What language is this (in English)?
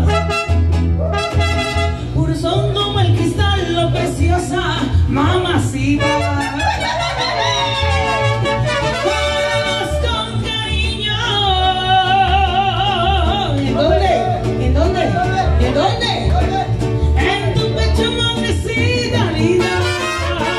Spanish